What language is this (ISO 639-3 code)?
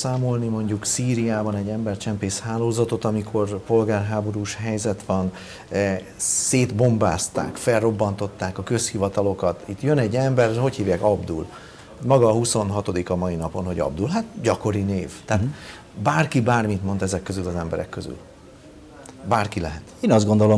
hun